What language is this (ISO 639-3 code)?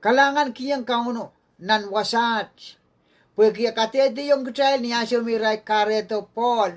pon